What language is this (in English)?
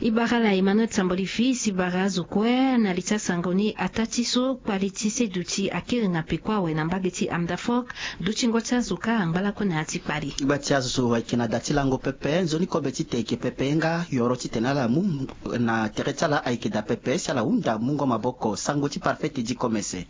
Sango